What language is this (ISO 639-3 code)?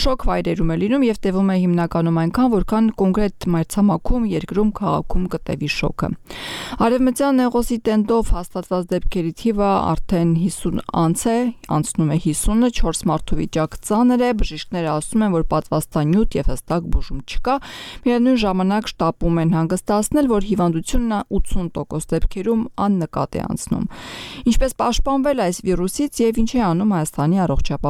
hye